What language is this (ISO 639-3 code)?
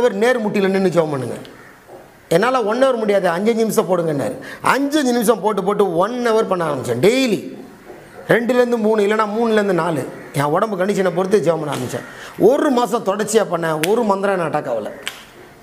tam